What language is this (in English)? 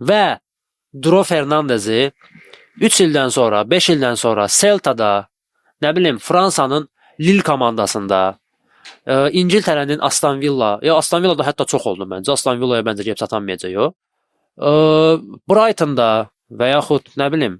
Azerbaijani